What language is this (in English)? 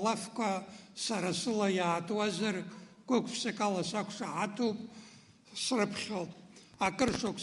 Abkhazian